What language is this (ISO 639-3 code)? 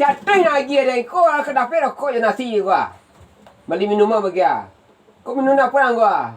min